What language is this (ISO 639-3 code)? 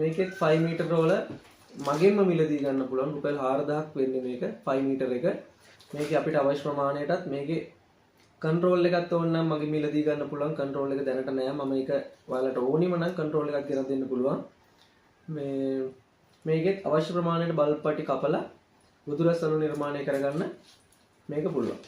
sin